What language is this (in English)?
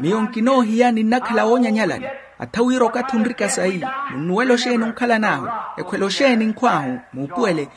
Makhuwa